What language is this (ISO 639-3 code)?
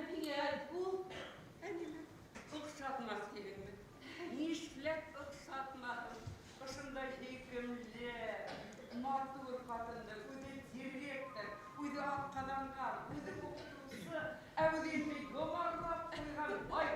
bak